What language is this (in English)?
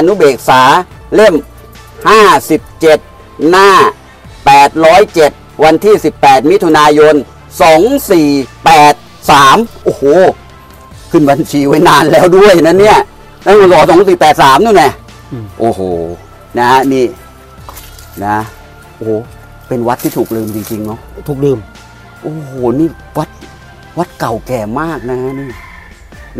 Thai